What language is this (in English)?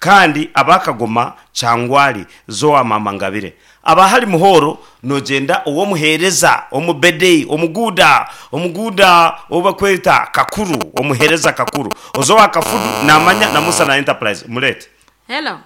Nyankole